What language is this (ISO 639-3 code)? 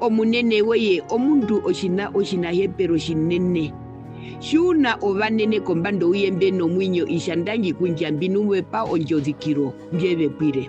her